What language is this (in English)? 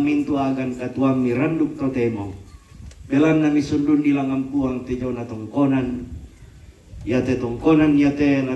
Toraja-Sa'dan